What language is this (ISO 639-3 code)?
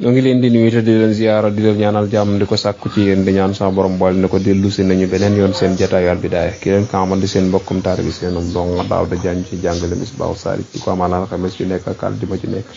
wol